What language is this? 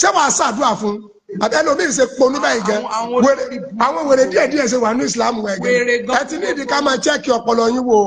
Yoruba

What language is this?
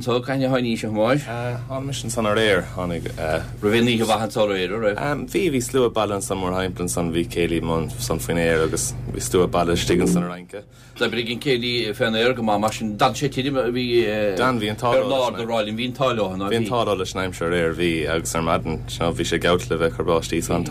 Irish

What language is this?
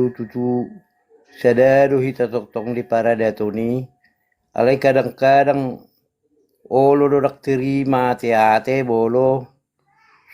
Batak Toba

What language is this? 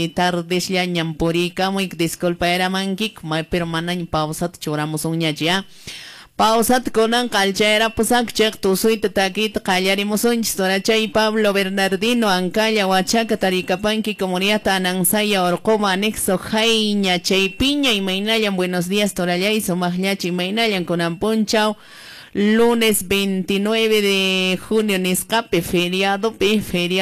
Quechua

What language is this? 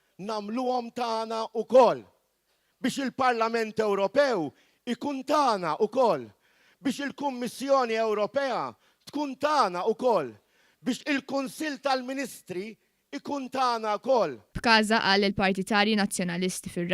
Maltese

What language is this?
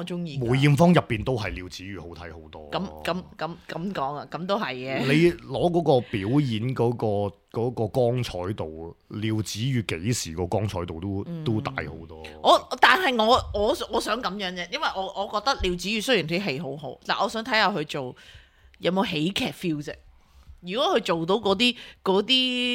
Cantonese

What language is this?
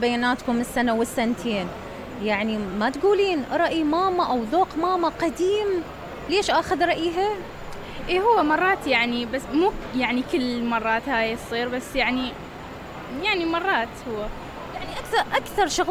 Mesopotamian Arabic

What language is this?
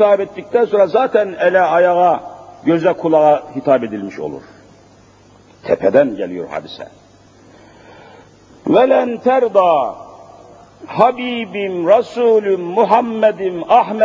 Turkish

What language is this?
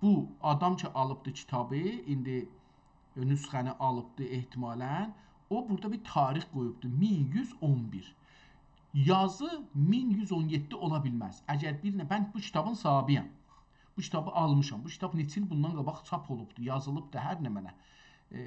South Azerbaijani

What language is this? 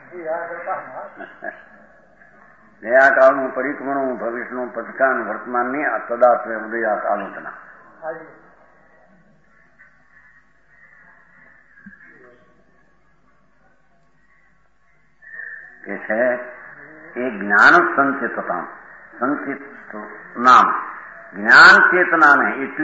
Gujarati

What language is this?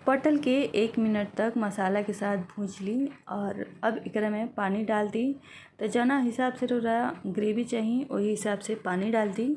Bhojpuri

